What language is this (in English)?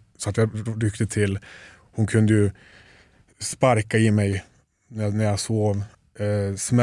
Swedish